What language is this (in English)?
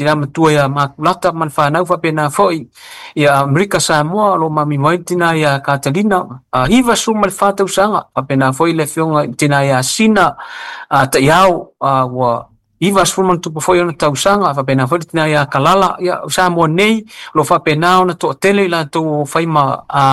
Samoan